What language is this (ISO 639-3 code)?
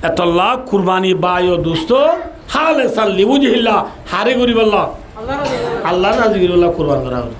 rhg